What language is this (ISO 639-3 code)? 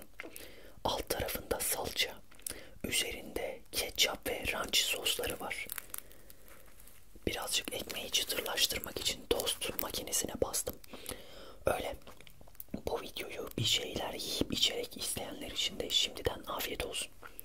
tur